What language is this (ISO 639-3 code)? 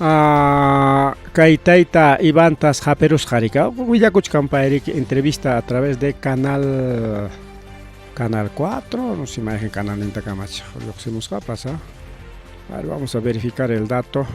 quy